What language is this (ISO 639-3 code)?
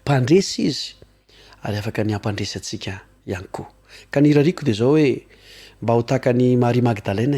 mlg